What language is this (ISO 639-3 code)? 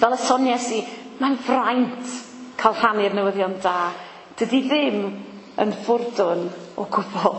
cym